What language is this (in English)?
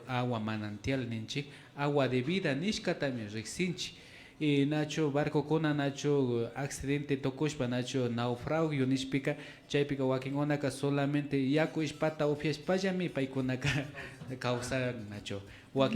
Imbabura Highland Quichua